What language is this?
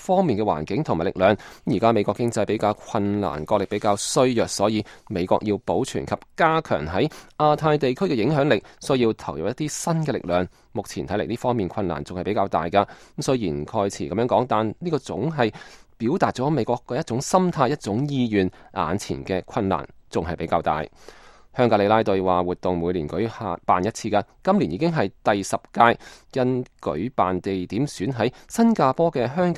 Cantonese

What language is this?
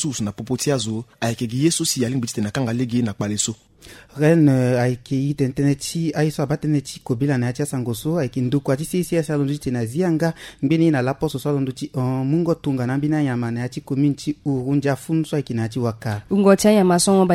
Sango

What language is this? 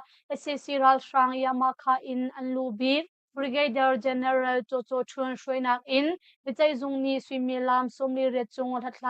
Hakha Chin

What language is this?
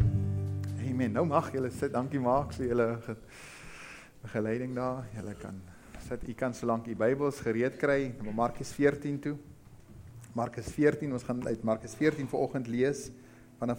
Afrikaans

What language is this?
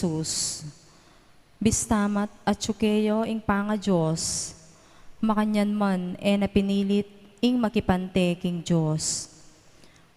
Pampanga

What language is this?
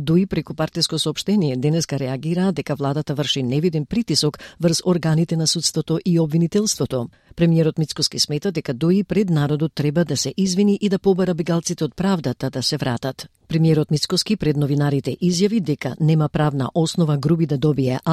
Macedonian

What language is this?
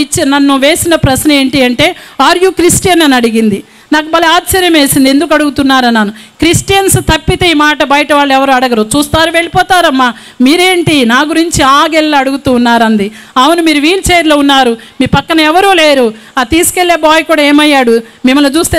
Telugu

